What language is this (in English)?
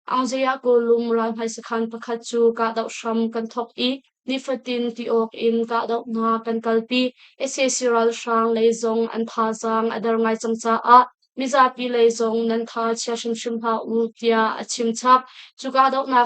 Hakha Chin